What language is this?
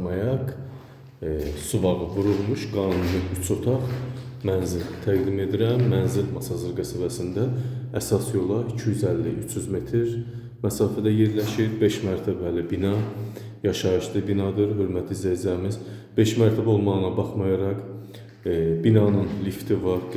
Azerbaijani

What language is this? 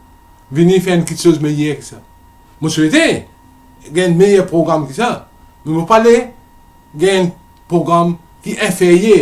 Morisyen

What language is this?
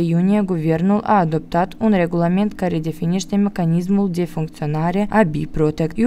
Romanian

